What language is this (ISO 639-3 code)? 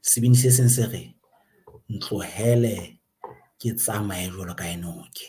sot